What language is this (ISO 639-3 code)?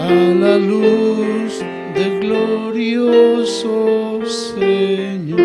quh